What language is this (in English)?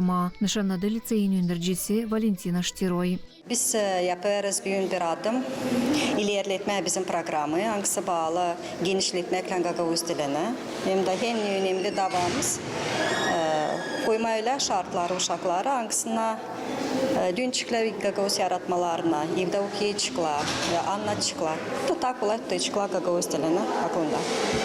Gagauz